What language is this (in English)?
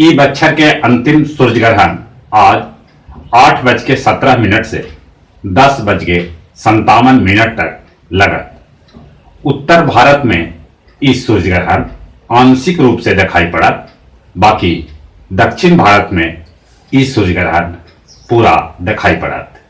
Magahi